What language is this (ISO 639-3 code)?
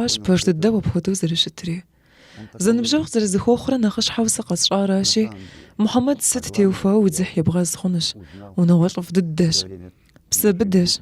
kbd